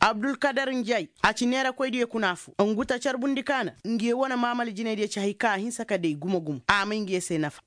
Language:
Koyraboro Senni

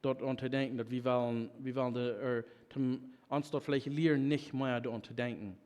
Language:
Plautdietsch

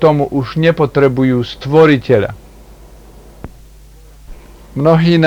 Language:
Slovak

